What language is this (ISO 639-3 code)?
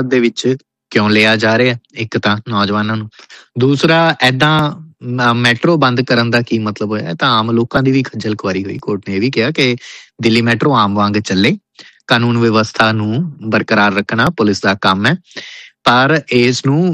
pan